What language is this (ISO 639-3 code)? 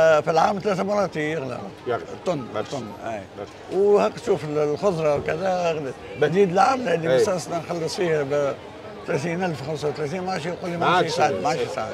aeb